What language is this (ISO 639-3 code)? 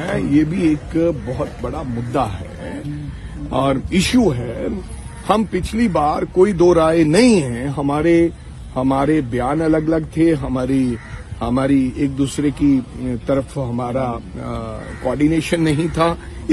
hin